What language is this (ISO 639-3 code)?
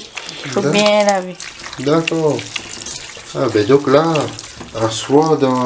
rcf